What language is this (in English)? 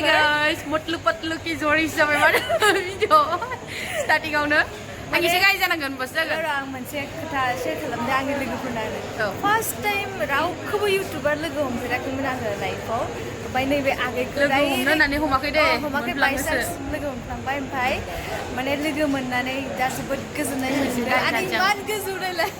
Bodo